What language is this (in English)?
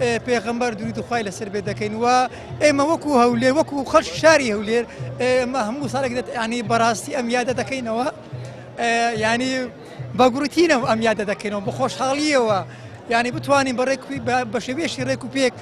Central Kurdish